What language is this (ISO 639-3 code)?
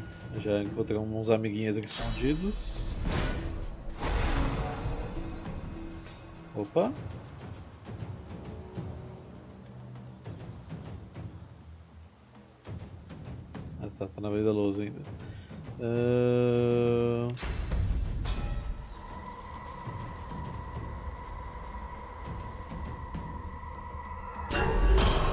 por